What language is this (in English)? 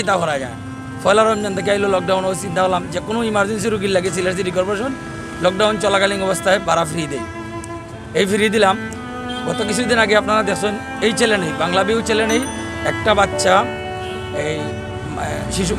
Sylheti